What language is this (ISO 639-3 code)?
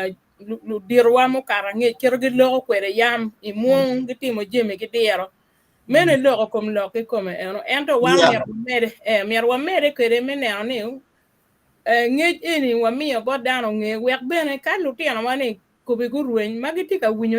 ach